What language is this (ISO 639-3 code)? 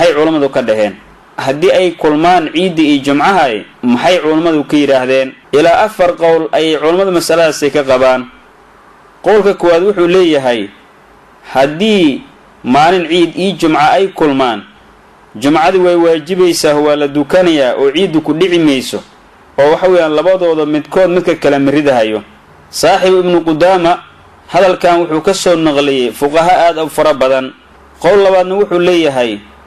som